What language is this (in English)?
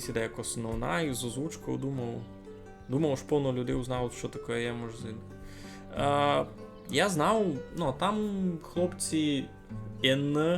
Rusyn